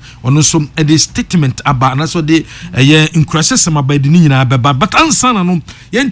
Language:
Akan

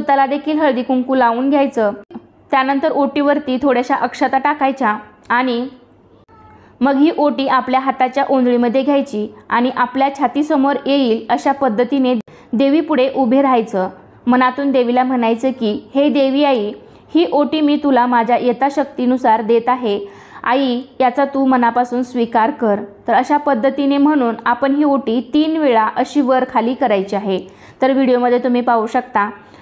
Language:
Marathi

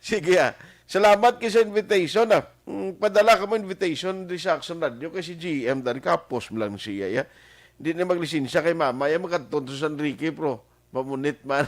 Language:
Hiligaynon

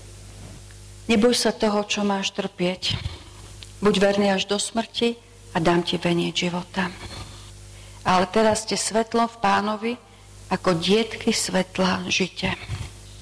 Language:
Slovak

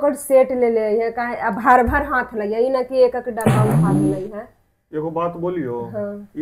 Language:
Magahi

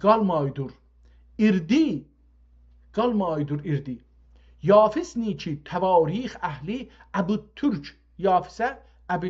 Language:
South Azerbaijani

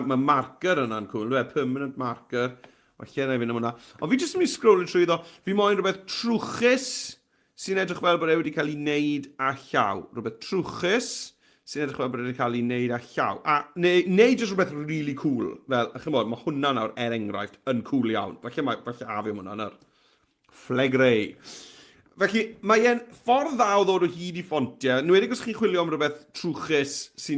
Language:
Welsh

